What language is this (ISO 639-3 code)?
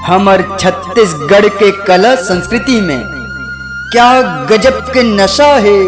hne